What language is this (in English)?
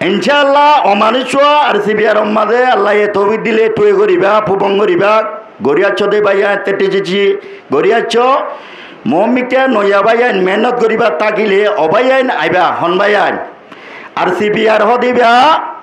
Rohingya